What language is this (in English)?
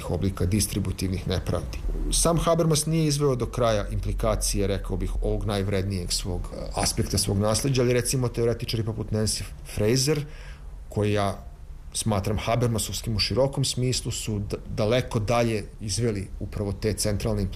Serbian